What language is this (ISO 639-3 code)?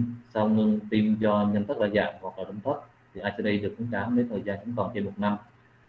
vie